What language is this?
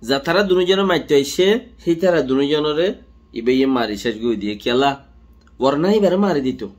Rohingya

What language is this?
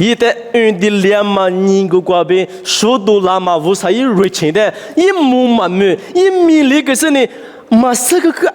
Lisu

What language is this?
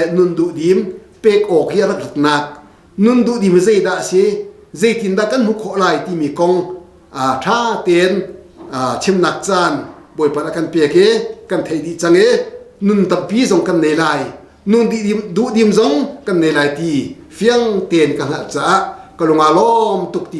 Hakha Chin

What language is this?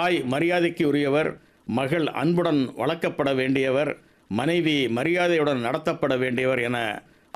Tamil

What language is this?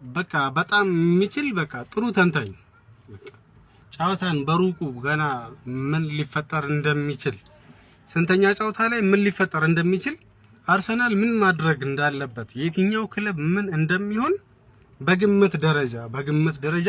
Amharic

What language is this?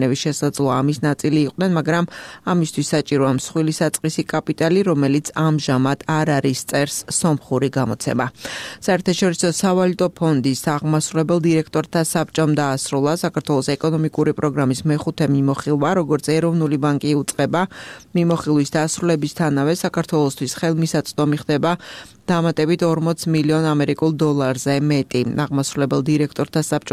Georgian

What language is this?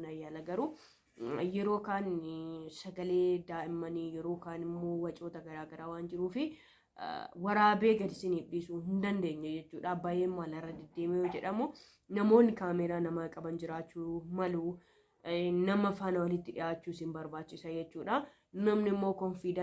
Oromo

